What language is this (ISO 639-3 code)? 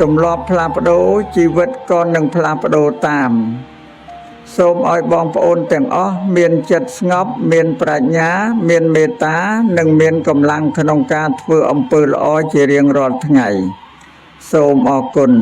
khm